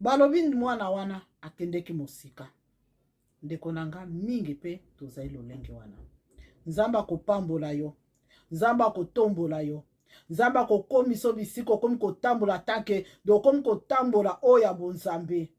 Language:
Lingala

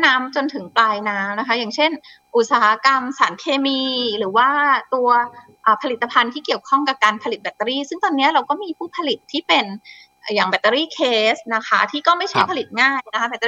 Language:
Thai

